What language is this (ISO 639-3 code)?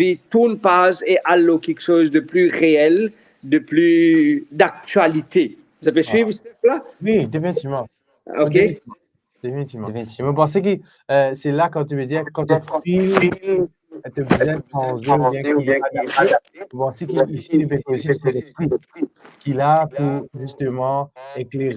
mfe